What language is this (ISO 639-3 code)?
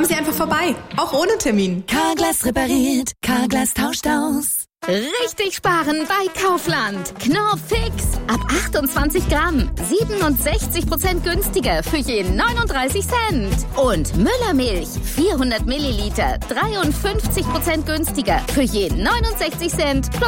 deu